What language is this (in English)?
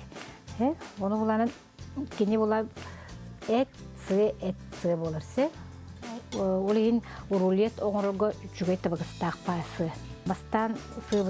Yakut